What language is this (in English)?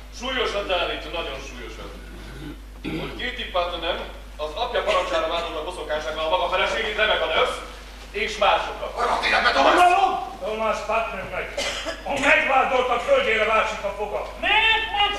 Hungarian